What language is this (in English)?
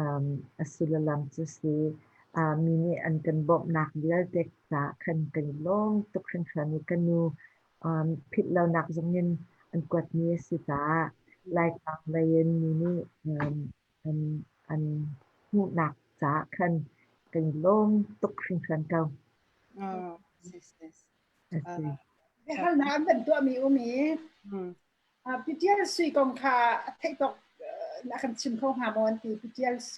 Hakha Chin